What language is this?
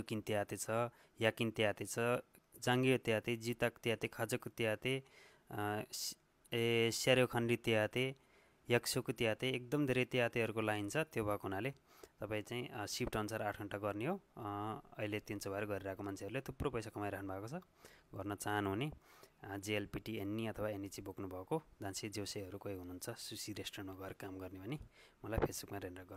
Nepali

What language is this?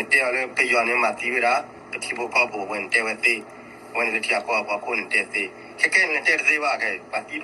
S'gaw Karen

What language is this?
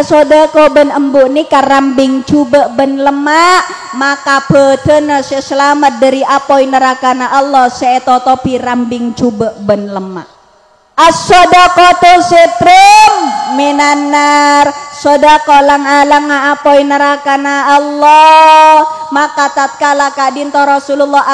Madurese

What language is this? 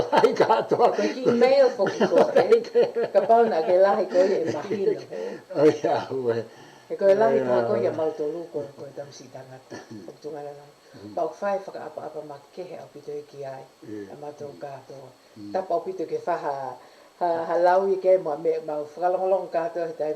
Tongan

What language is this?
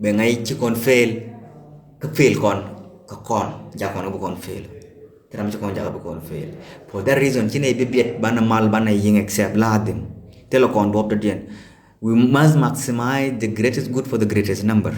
Nuer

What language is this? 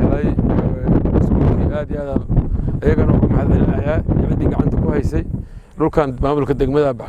Somali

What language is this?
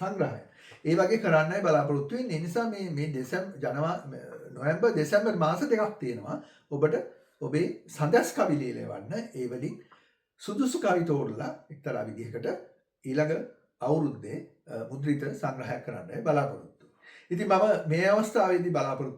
Sinhala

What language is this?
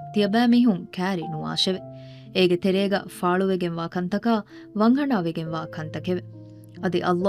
Divehi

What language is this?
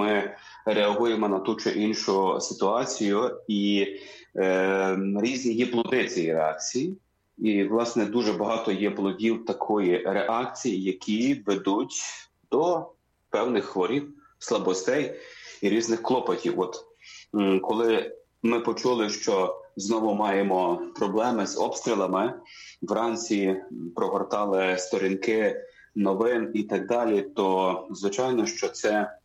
Ukrainian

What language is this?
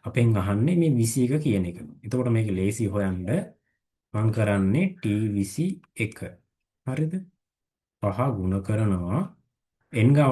Sinhala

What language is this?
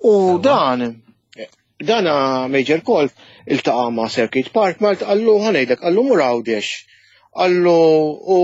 Maltese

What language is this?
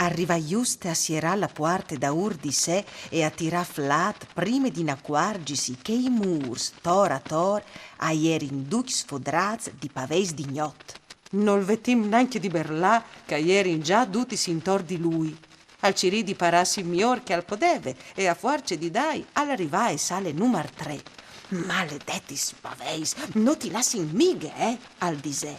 Friulian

